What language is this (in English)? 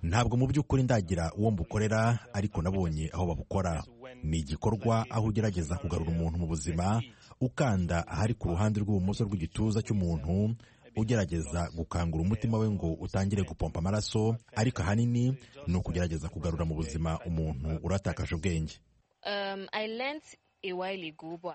Kinyarwanda